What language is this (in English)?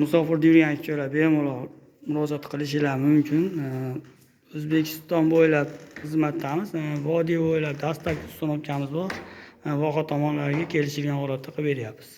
Uzbek